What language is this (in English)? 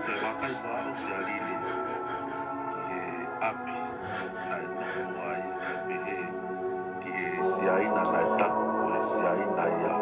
Tongan